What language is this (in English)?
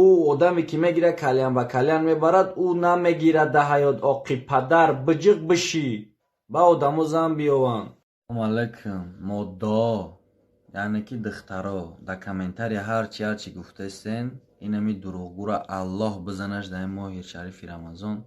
Tajik